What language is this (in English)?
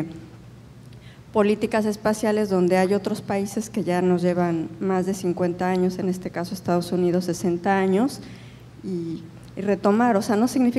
Spanish